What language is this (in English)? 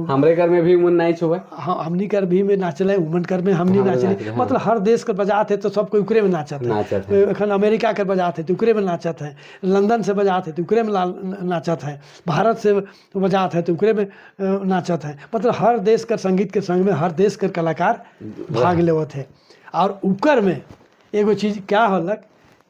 Sadri